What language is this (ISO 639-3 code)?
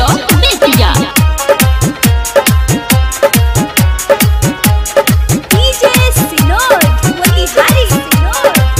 bho